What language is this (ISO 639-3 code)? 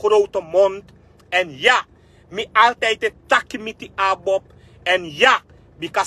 srn